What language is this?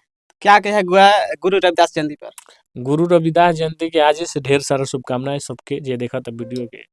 Bhojpuri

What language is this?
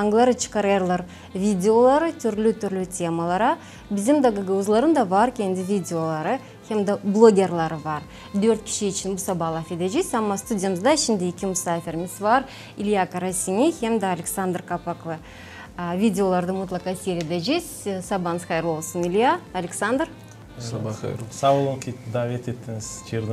Gagauz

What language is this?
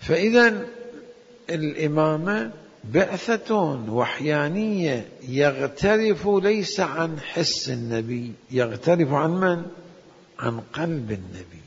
Mesopotamian Arabic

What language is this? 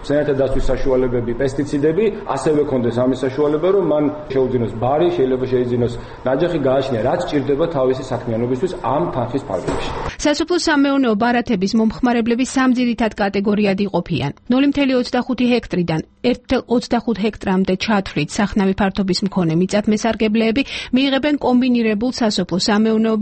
Georgian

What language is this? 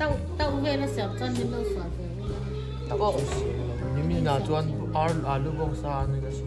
Mizo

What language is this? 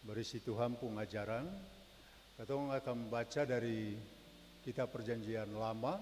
Ambonese Malay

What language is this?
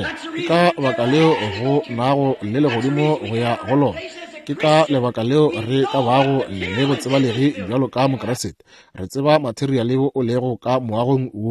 Northern Sotho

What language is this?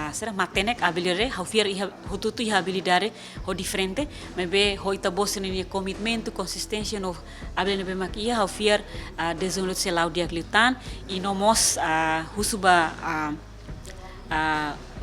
Tetum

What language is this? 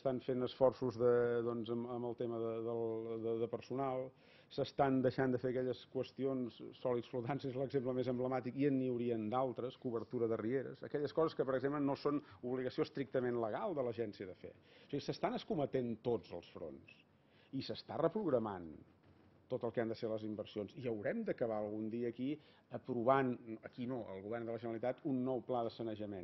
Catalan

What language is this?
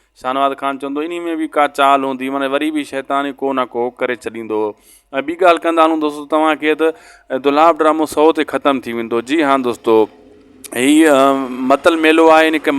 Sindhi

